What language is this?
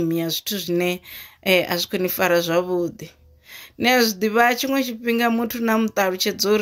Venda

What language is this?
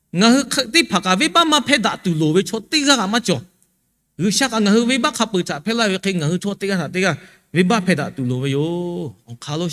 Lahu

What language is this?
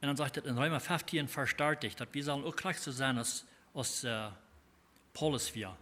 Plautdietsch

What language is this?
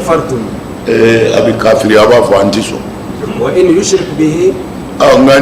Bambara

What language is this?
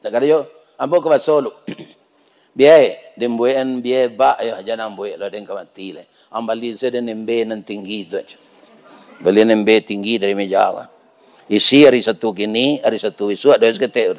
Minangkabau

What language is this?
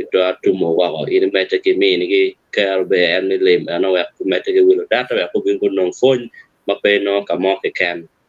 Acoli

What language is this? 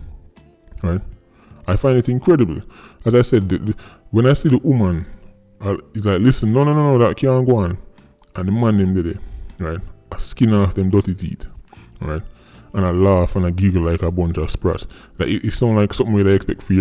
Jamaican Creole English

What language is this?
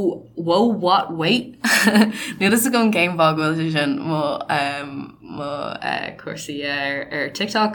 Irish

